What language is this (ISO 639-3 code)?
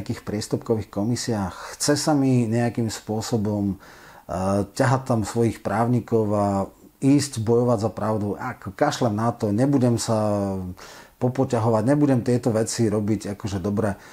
slk